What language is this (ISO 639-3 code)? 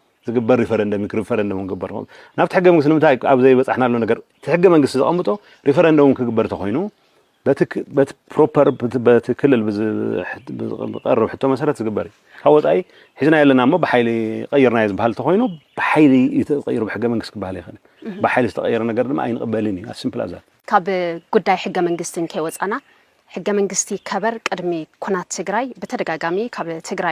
tir